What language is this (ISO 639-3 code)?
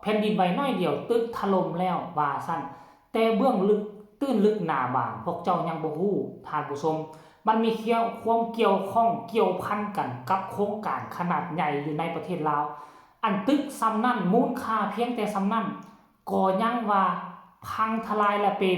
lao